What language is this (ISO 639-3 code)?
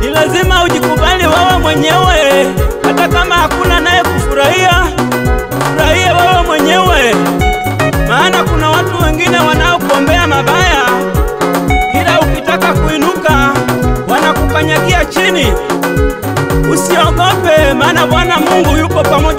swa